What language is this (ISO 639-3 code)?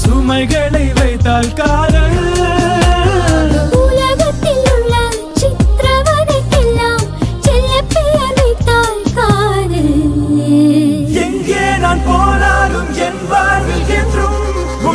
tam